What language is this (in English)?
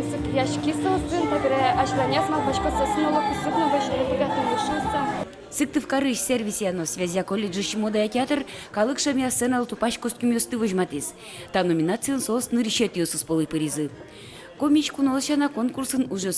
Udmurt